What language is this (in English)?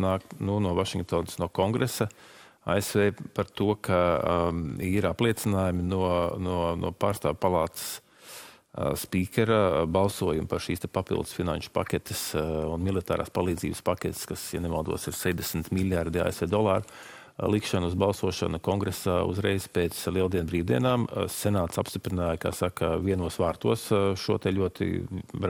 Latvian